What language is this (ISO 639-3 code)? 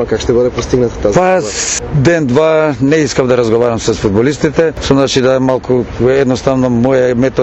mkd